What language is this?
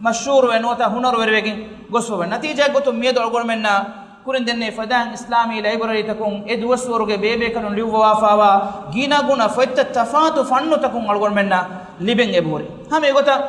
Divehi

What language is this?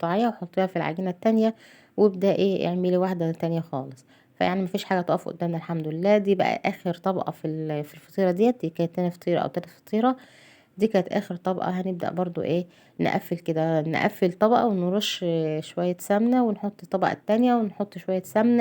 Egyptian Arabic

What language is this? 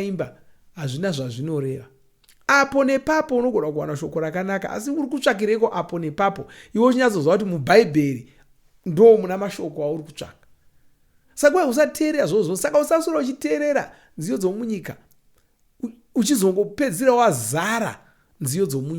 Shona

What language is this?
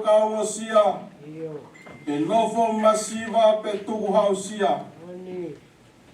Tongan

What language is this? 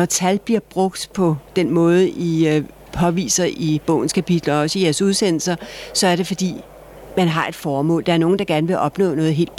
Danish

